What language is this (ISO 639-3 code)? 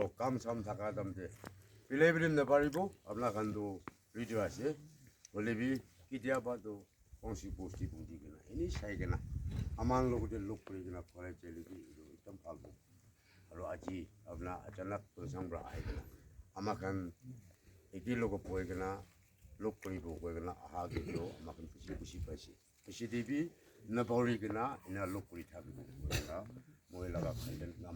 nag